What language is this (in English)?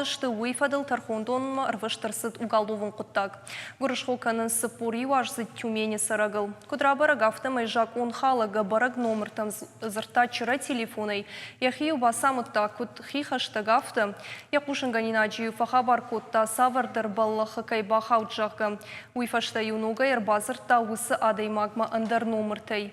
Ossetic